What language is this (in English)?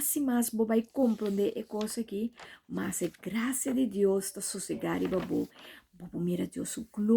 Papiamento